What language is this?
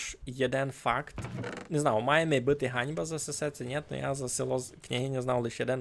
Rusyn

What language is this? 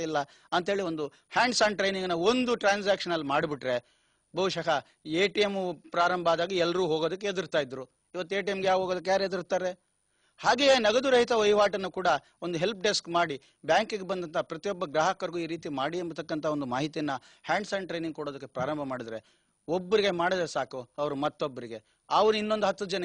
Kannada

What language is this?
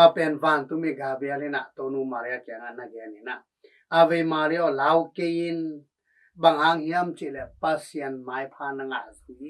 Tedim Chin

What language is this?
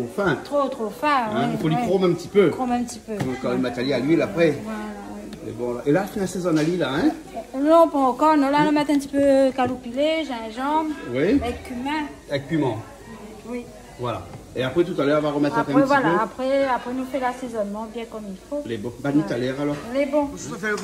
Réunion Creole French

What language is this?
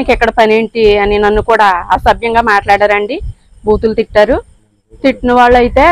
Telugu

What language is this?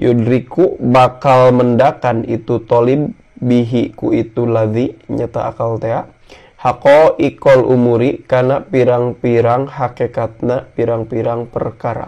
Sundanese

